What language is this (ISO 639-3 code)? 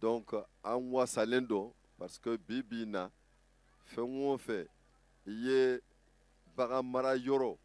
bam